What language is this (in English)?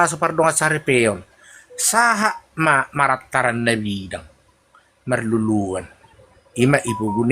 Batak Toba